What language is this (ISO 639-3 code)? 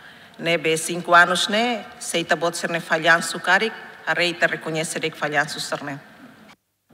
tet